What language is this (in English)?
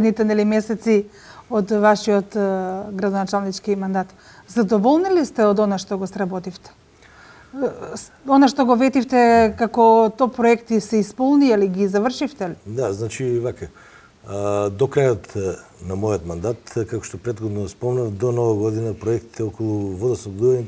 Macedonian